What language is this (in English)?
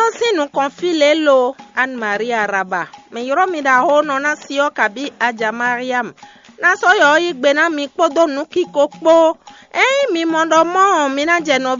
Fon